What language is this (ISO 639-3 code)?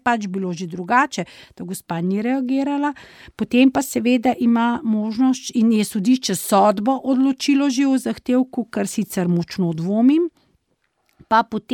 slv